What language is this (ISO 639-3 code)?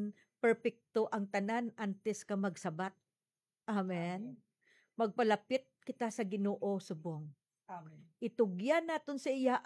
hil